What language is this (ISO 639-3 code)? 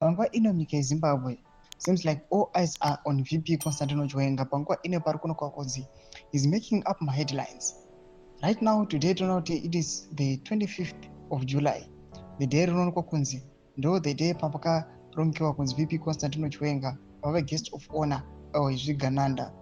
sna